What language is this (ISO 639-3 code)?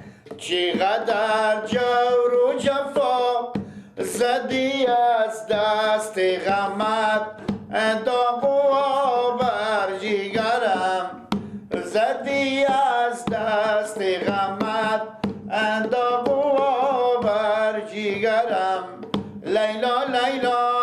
fas